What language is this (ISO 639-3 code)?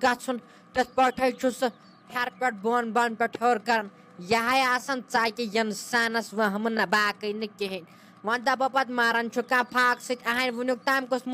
kas